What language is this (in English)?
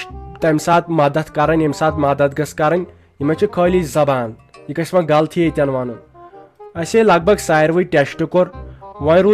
Kashmiri